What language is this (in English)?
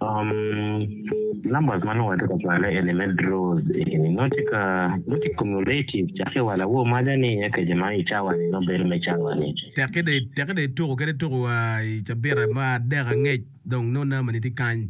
Acoli